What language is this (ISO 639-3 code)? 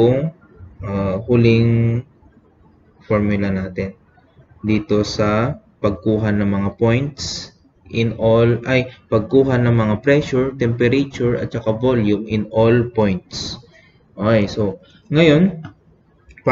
fil